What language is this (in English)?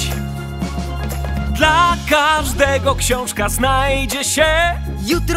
Polish